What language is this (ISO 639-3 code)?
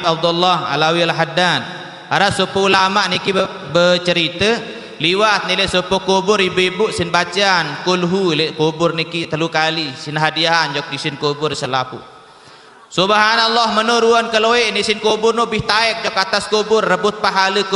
sas